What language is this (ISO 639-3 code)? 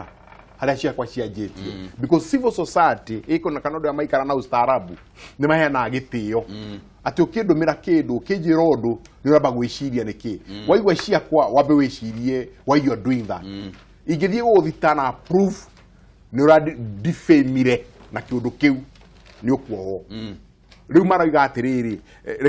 kik